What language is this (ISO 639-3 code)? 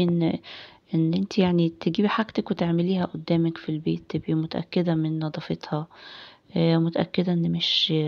arz